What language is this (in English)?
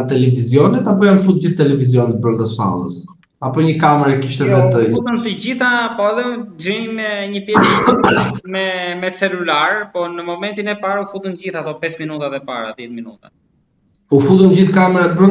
Albanian